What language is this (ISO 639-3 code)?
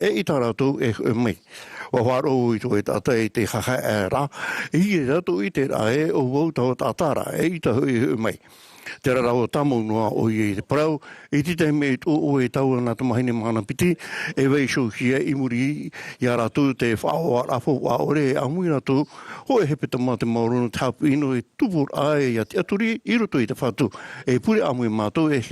tah